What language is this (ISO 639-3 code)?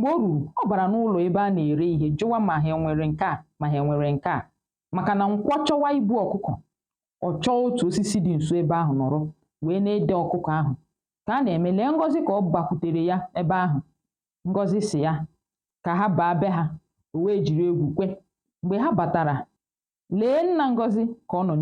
ibo